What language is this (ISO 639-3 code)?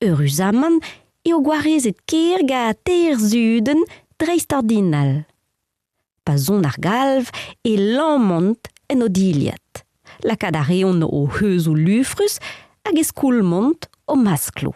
bre